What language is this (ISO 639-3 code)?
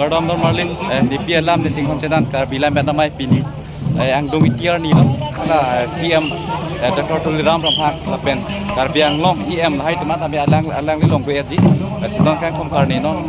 mjw